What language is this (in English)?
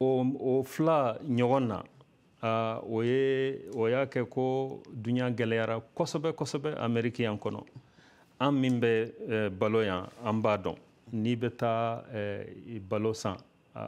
Bambara